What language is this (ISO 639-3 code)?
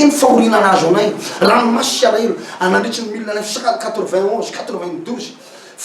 mlg